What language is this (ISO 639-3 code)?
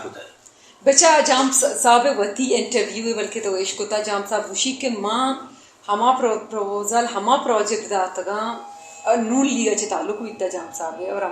brh